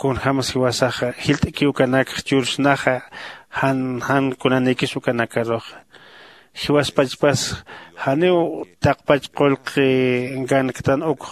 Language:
Aymara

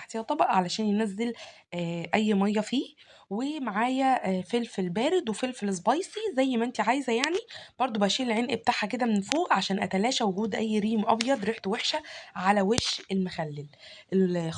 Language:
Egyptian Arabic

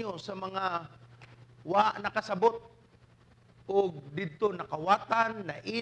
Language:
Cebuano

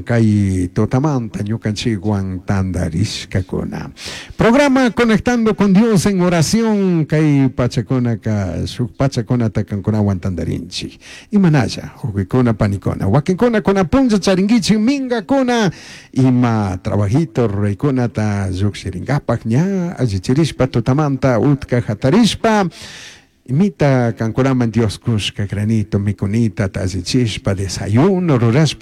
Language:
Chimborazo Highland Quichua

